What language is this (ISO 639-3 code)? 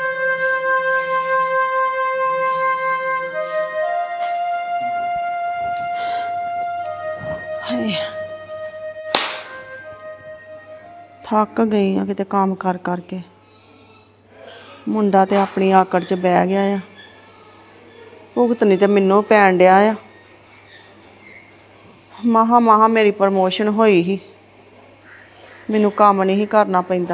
pan